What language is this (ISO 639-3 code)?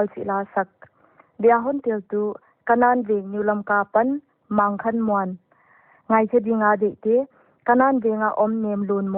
pck